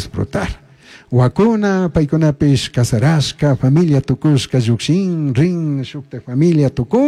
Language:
Chimborazo Highland Quichua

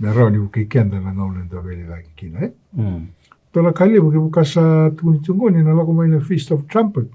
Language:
Fijian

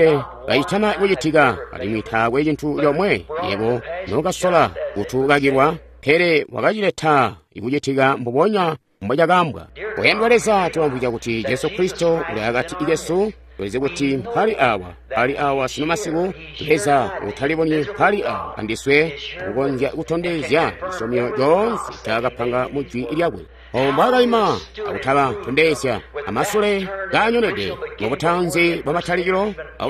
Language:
Tonga (Zambia)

